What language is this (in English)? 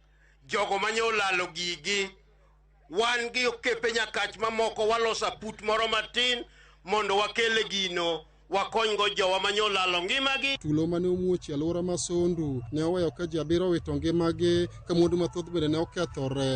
Luo (Kenya and Tanzania)